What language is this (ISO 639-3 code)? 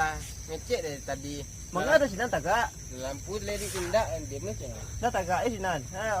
min